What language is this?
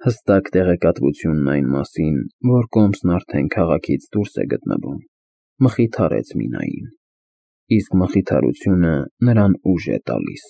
Armenian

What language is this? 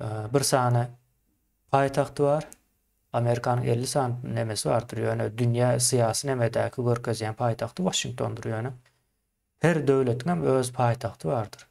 Turkmen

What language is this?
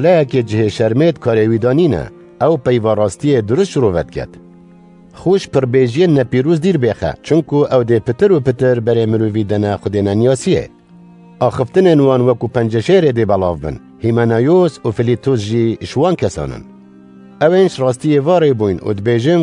Kurdish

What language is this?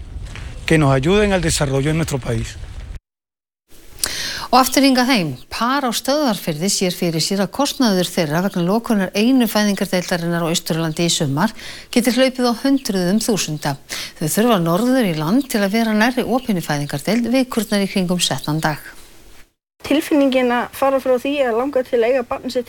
Icelandic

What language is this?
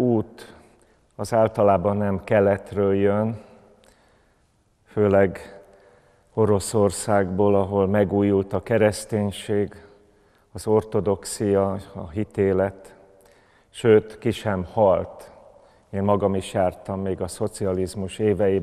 Hungarian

